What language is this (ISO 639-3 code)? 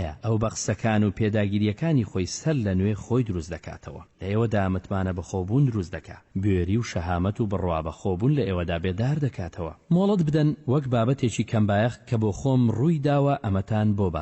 ckb